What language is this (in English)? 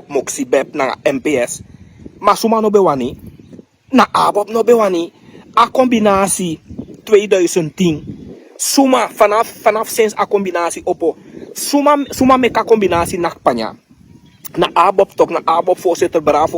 Sranan Tongo